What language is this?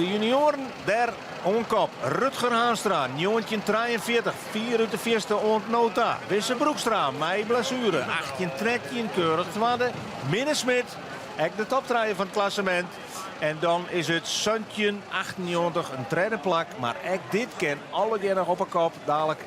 Western Frisian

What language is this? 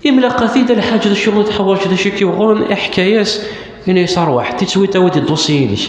Kabyle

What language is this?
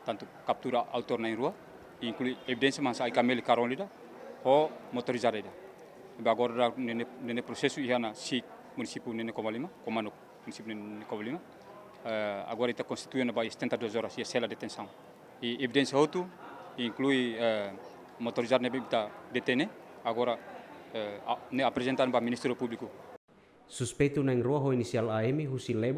Tetum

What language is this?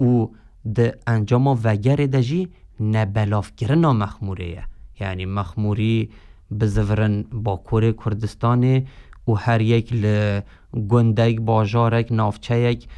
Kurdish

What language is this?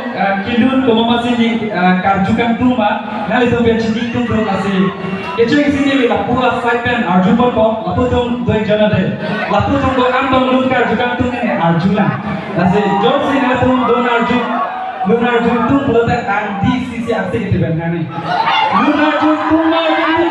Karbi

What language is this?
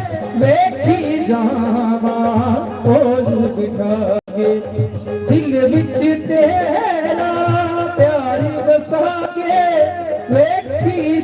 Dogri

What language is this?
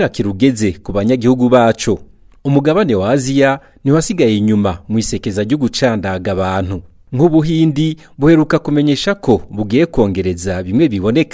Rundi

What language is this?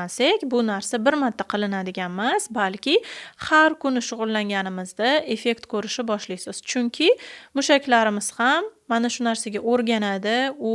Uzbek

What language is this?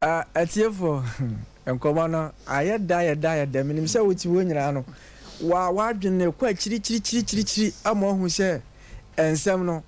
Akan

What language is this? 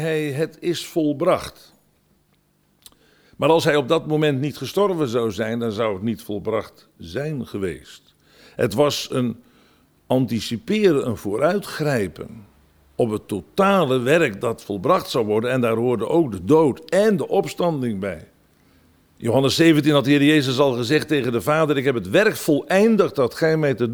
Dutch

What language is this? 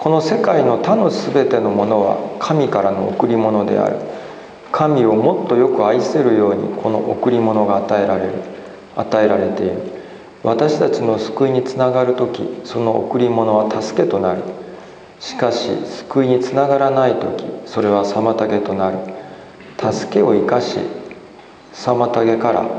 Japanese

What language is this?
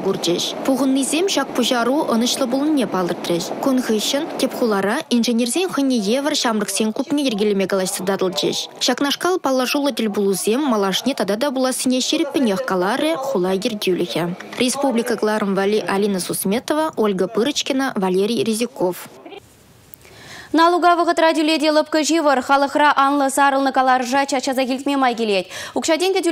Chuvash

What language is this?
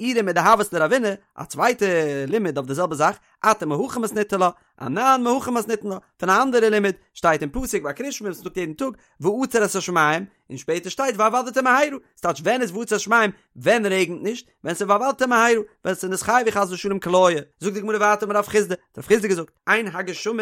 Yiddish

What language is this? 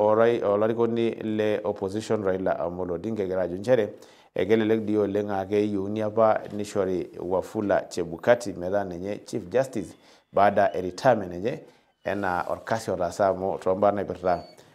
Masai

